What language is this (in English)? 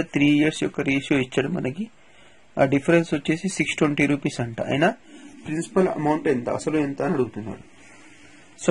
Telugu